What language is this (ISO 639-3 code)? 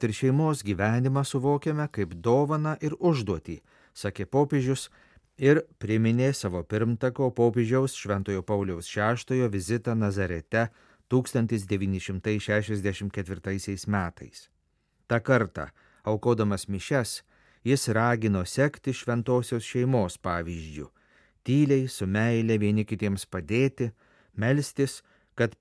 lit